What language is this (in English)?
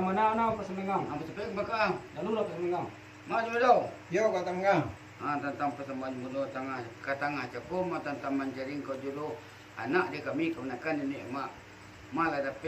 Minangkabau